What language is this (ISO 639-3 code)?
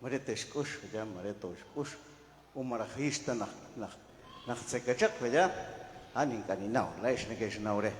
kek